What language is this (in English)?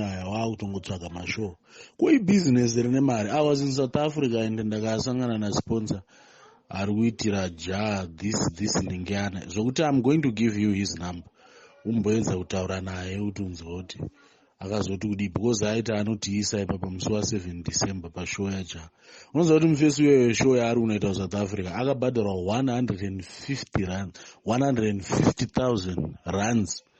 Shona